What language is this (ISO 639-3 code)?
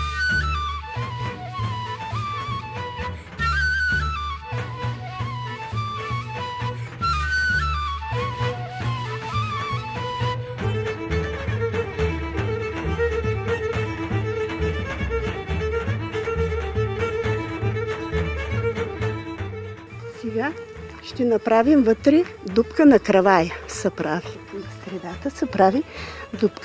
bul